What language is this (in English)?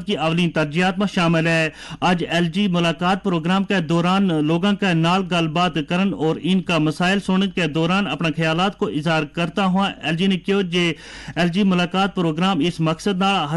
Gujari